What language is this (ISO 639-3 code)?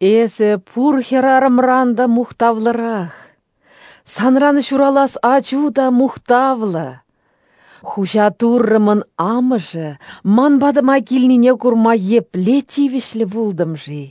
chv